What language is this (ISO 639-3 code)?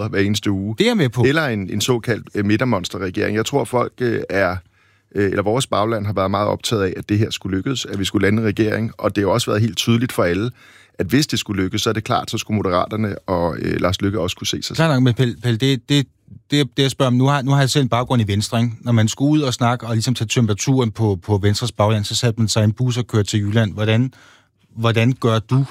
dan